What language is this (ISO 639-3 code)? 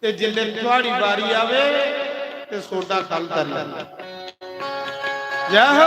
doi